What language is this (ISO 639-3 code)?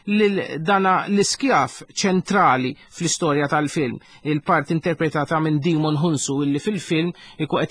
mlt